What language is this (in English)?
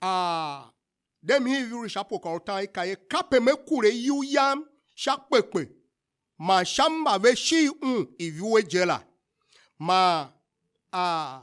Tiv